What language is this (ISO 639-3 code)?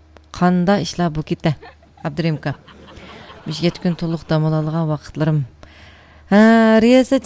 uig